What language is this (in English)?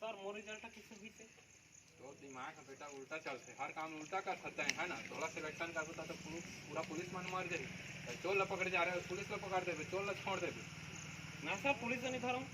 Chhattisgarhi